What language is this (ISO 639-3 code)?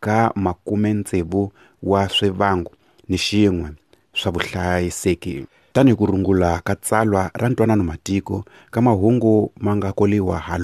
tso